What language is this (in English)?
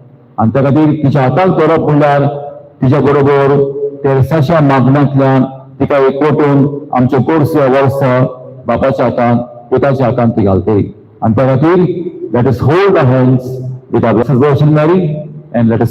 Konkani